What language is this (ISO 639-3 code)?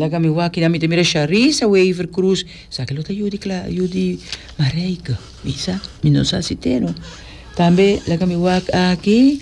pap